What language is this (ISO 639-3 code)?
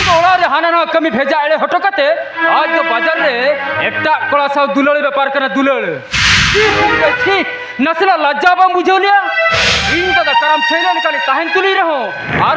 sat